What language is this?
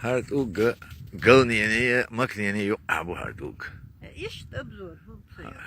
Chechen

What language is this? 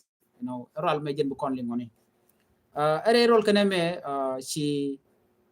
Nuer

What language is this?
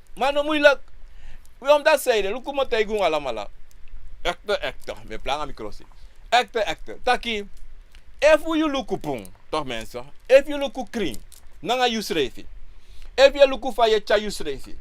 Sranan Tongo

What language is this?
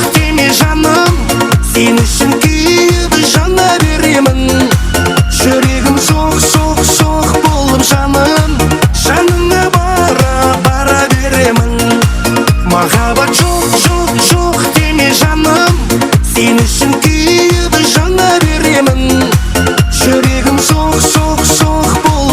Kara-Kalpak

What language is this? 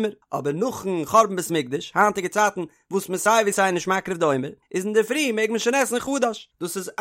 Yiddish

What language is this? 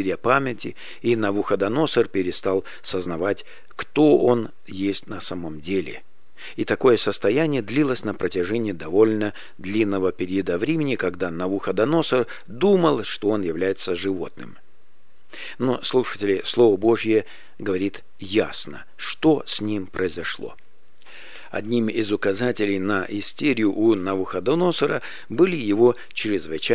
Russian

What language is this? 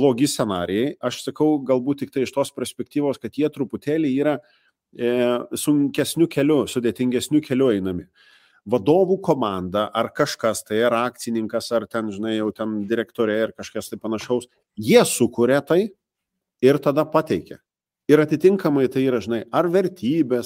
Lithuanian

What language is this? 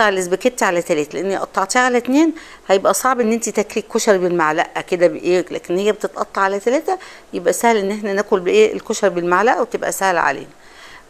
Egyptian Arabic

